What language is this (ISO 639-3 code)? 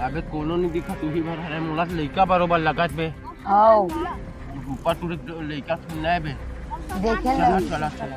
hne